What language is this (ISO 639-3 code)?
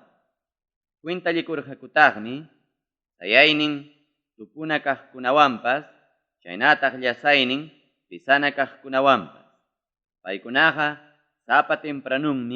quy